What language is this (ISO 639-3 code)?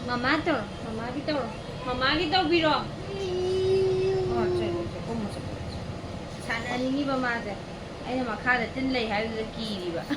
mni